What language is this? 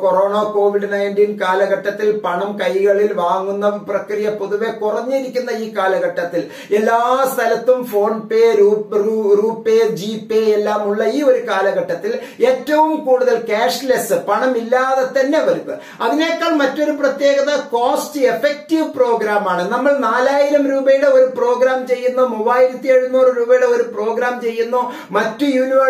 Malayalam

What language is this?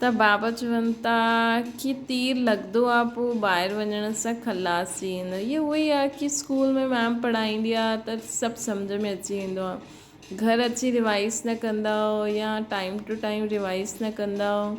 Sindhi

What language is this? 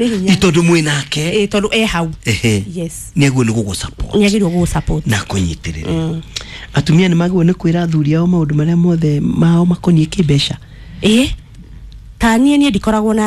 Kikuyu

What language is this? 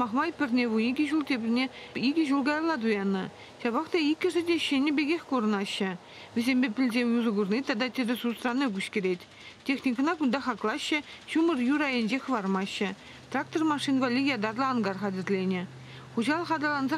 Chuvash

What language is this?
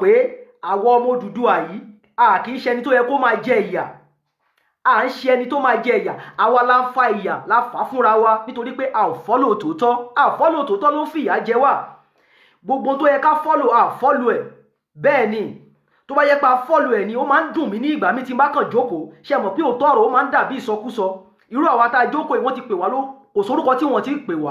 Yoruba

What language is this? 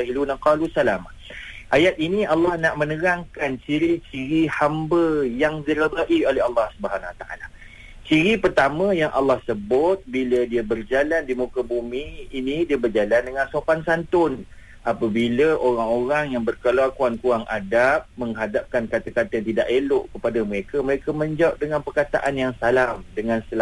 Malay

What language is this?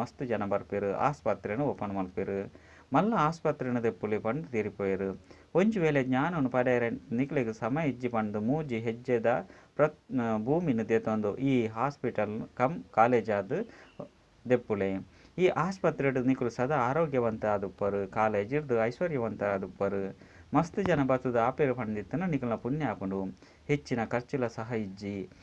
Tulu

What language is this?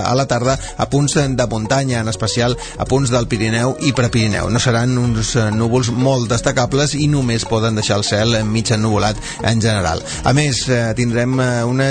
Catalan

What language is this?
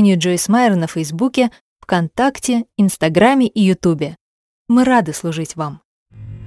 Russian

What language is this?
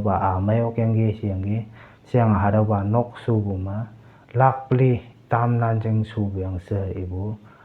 Konyak Naga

